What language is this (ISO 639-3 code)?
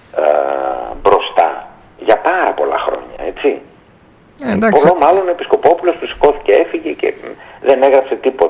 ell